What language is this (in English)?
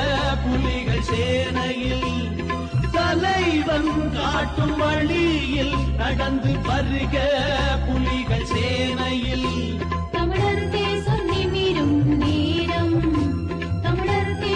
Tamil